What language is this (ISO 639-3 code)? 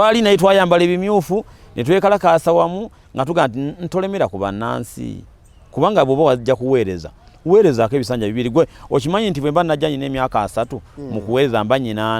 lug